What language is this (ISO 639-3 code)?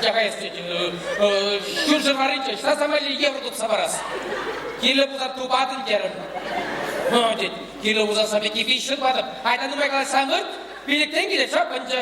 chv